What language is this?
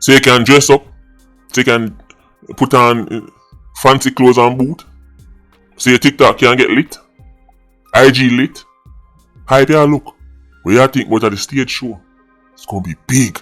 Jamaican Creole English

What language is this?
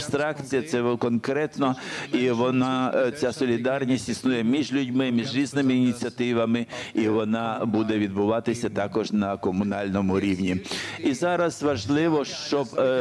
Ukrainian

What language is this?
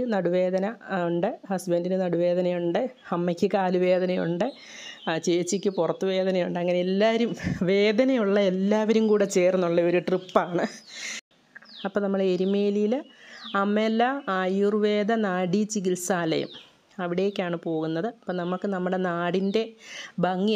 Malayalam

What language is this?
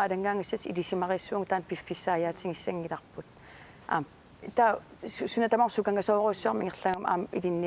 Kalaallisut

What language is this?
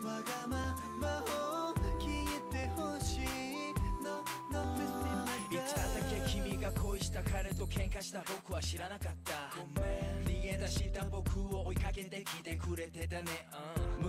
Japanese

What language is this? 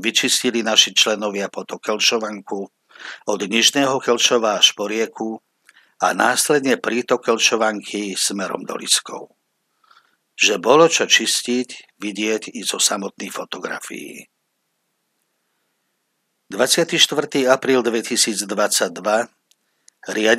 Slovak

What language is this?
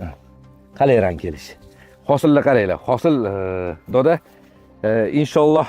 Uzbek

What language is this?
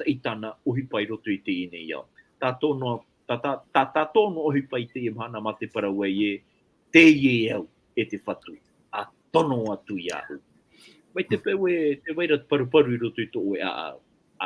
Tahitian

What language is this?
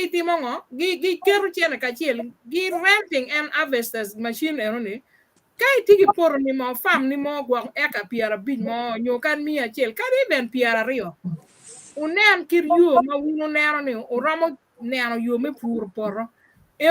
Acoli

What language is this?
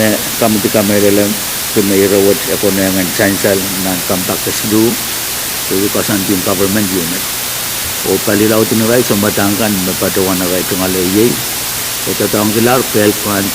Pohnpeian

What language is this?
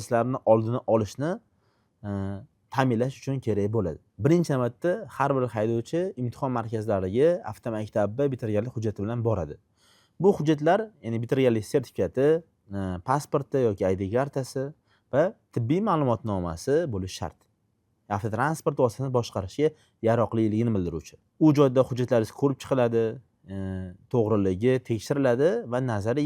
Uzbek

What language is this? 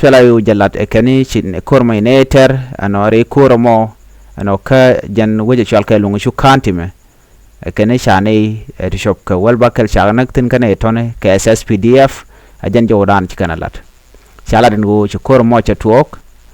Nuer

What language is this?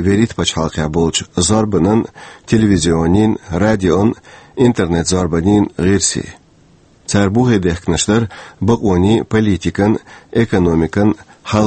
Chechen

